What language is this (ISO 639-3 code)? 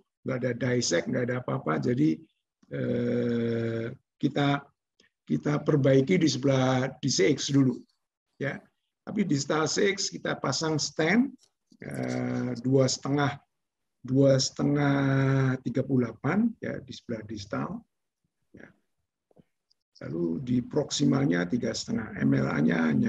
ind